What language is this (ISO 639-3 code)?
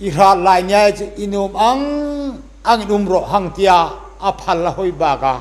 hmr